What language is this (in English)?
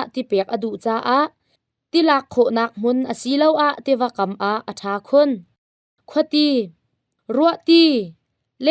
Hakha Chin